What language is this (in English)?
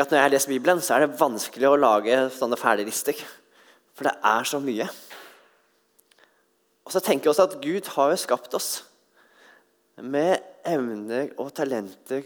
Norwegian